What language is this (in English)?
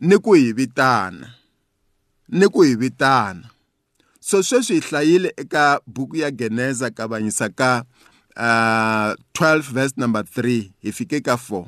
Tsonga